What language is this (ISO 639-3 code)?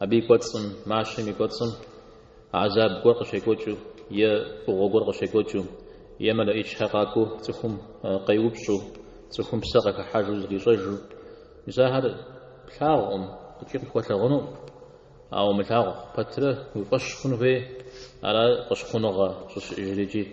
kbd